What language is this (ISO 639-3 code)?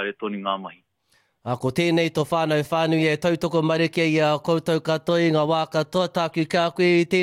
mri